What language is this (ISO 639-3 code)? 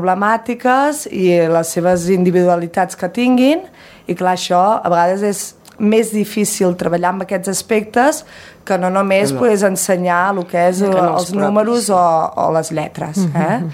cat